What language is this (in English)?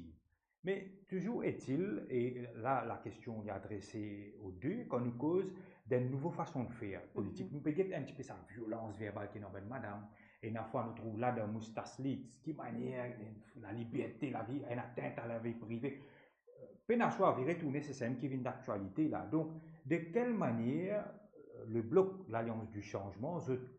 Morisyen